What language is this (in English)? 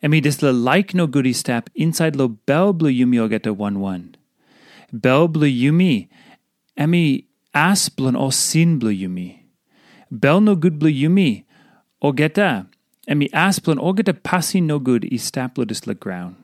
Tok Pisin